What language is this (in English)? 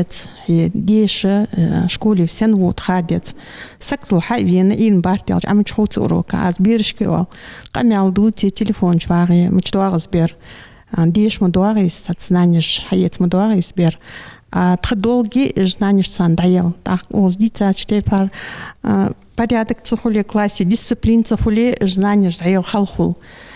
Ingush